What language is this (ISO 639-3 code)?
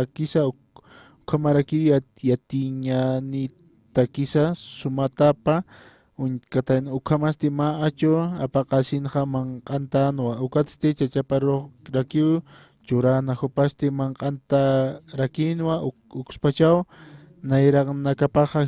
aym